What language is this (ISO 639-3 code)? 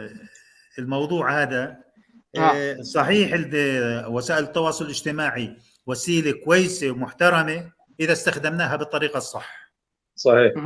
apc